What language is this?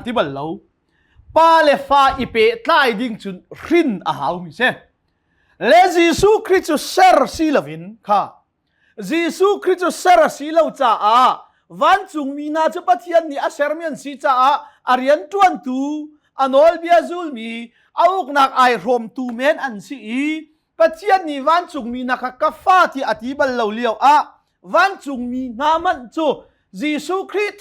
Hakha Chin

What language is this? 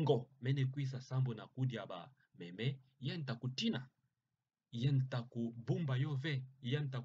Kituba (Democratic Republic of Congo)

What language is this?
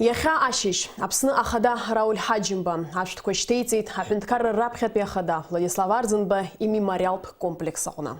Abkhazian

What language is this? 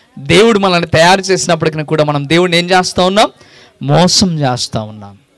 Telugu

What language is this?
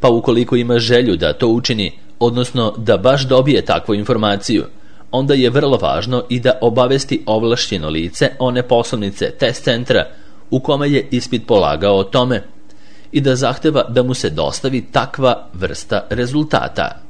Serbian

